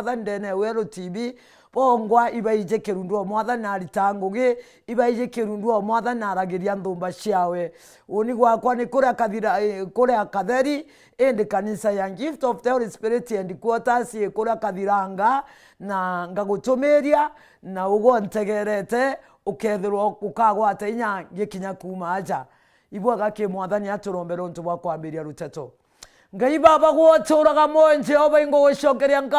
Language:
Meru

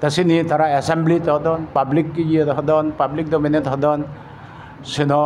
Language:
Chakma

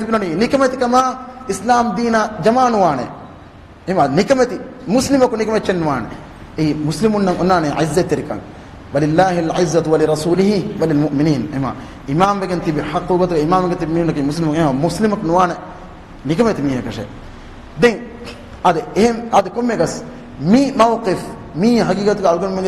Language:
Divehi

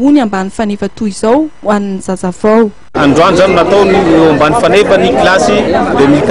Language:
Malagasy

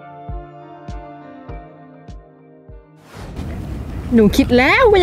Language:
Thai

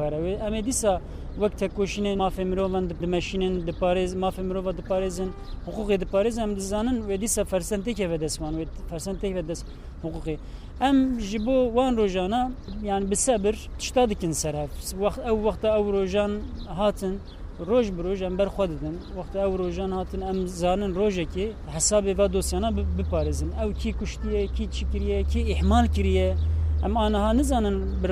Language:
Kurdish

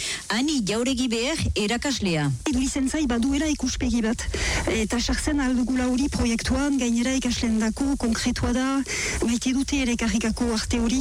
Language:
Basque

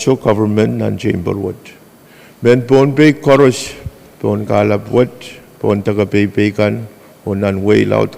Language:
Pohnpeian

